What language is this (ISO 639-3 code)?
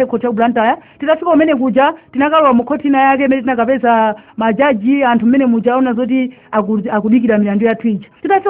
nya